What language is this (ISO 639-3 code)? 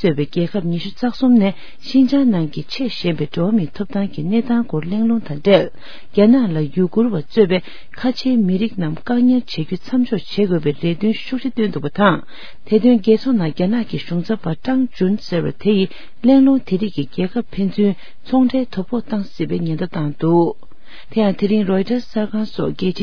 bod